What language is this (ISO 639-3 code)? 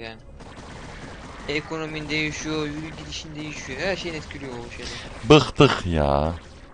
tur